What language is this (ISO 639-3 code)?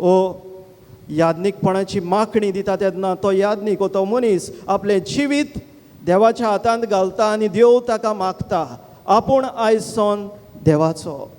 kok